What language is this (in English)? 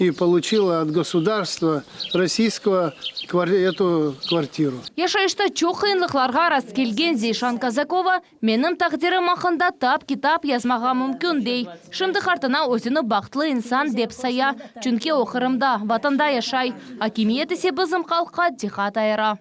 Crimean Tatar